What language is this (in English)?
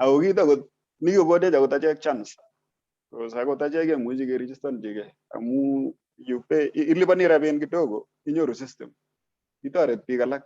Kalenjin